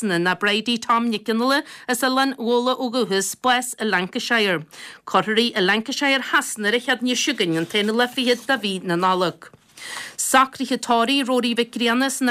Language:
Irish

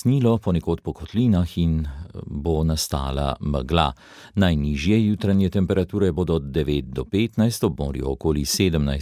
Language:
Slovenian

